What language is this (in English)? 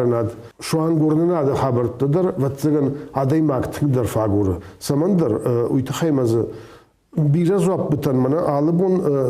Ossetic